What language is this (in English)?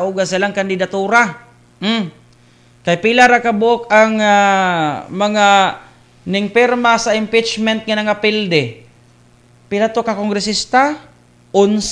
Cebuano